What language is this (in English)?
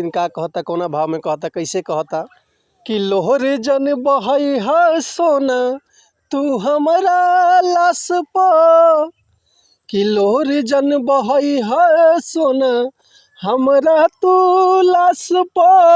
Bhojpuri